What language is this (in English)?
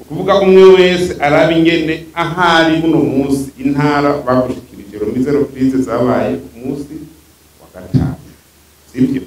Rundi